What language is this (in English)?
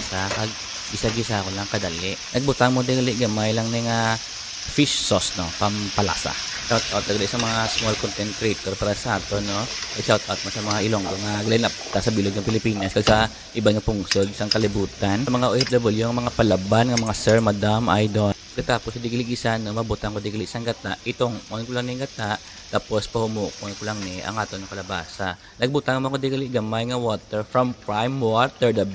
Hiligaynon